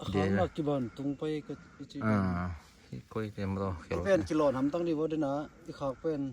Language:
Tedim Chin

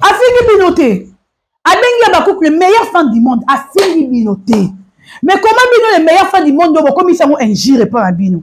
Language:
Lingala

